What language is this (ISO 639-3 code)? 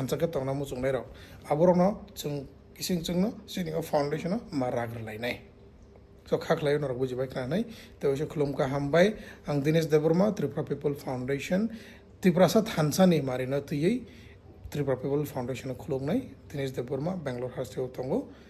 trp